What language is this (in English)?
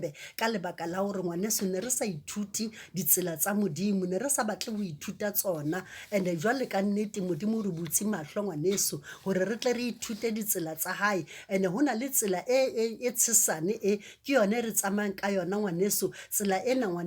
Southern Sotho